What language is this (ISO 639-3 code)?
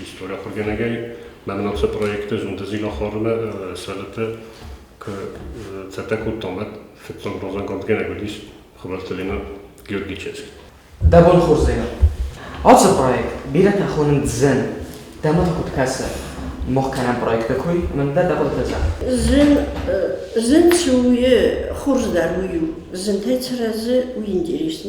oss